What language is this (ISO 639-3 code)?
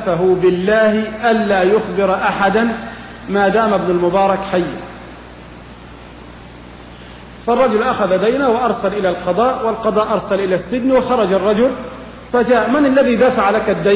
ara